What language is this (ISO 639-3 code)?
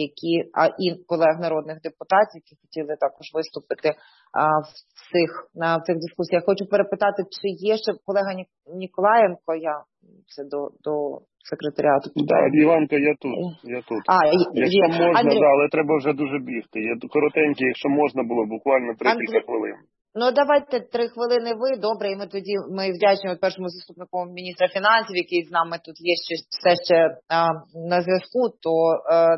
ukr